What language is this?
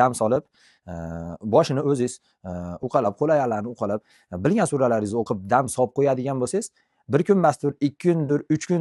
Uzbek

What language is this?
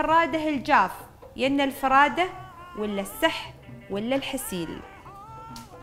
Gulf Arabic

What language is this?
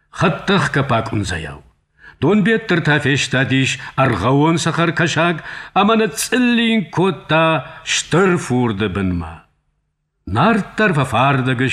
Ossetic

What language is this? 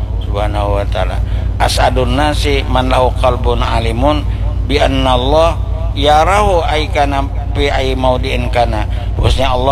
Banjar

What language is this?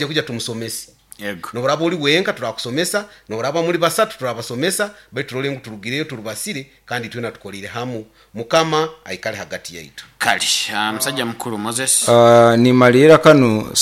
Nyoro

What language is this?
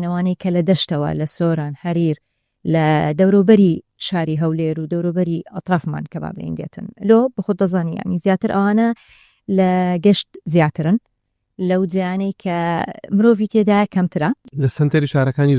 Central Kurdish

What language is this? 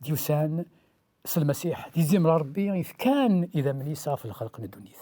Kabyle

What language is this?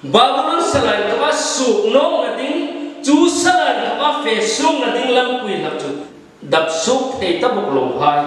Hmar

